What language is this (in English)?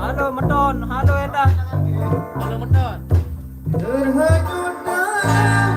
Sasak